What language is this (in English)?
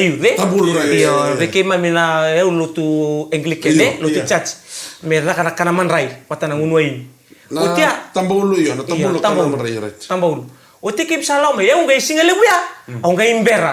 Fijian